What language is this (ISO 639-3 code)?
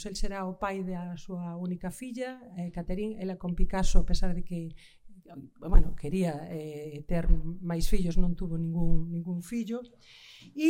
glg